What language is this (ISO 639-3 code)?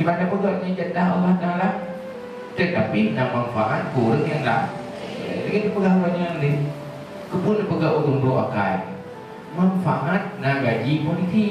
ace